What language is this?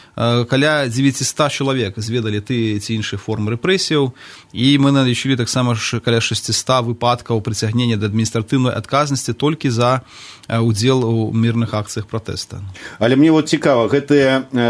Belarusian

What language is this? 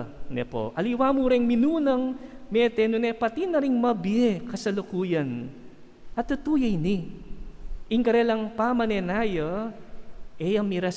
Pampanga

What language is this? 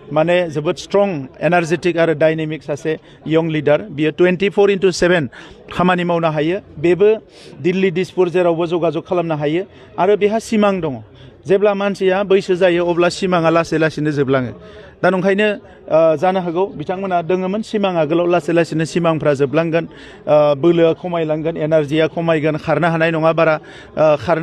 Bodo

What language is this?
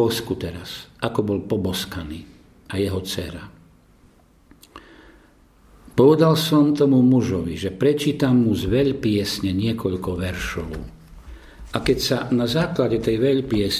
Slovak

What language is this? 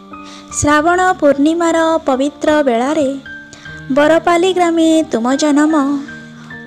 Odia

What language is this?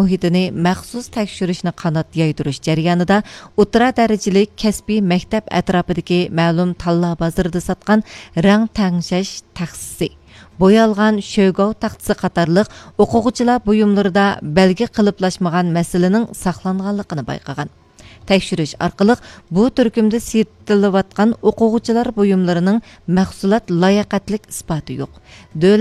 Uyghur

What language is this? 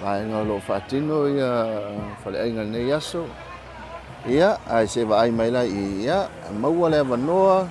Samoan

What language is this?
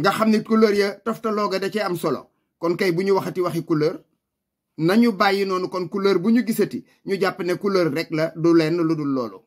Wolof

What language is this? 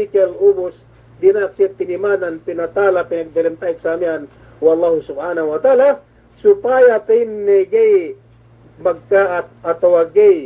Yakan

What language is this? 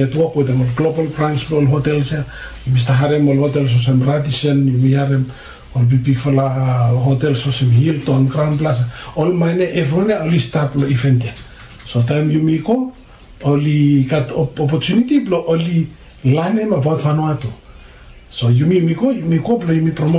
Bislama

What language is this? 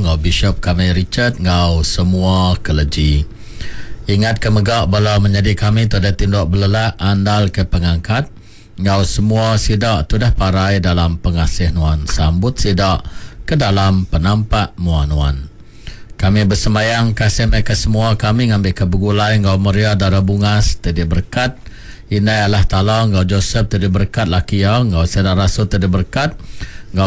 Iban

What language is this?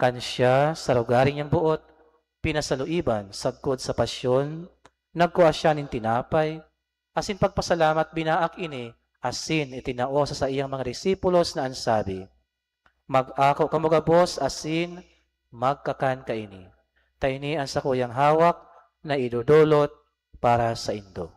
Bikol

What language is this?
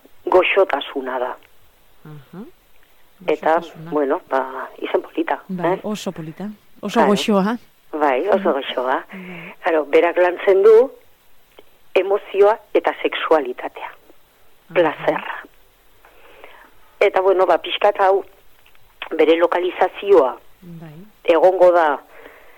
Basque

